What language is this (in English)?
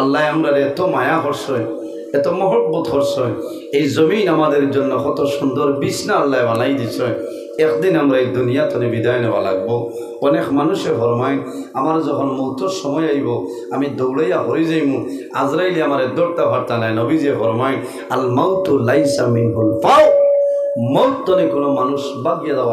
Sylheti